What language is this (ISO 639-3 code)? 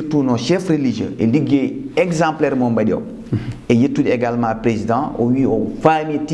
ful